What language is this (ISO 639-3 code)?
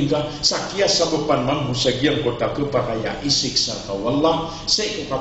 mrw